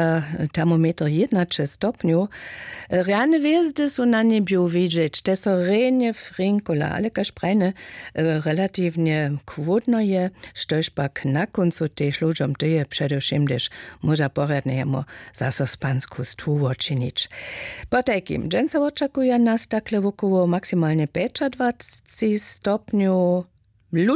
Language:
Upper Sorbian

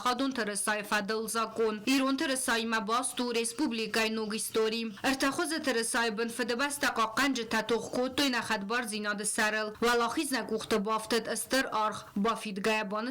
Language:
Ossetic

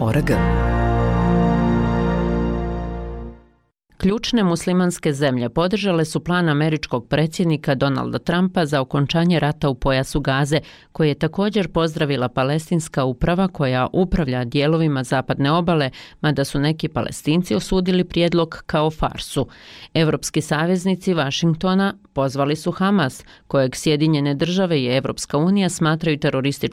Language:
Bosnian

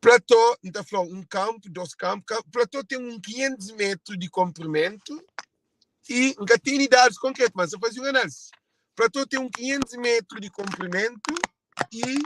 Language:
Kabuverdianu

